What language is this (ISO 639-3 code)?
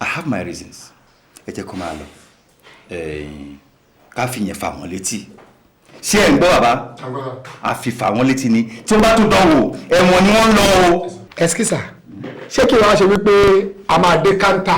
yor